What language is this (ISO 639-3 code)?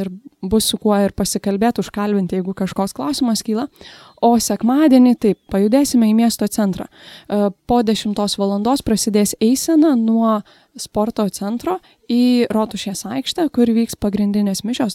lit